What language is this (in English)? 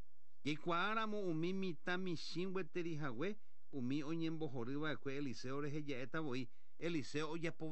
Guarani